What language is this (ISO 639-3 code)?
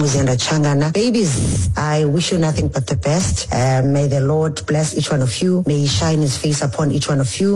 xho